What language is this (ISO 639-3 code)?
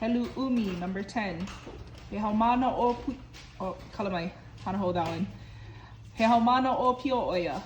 haw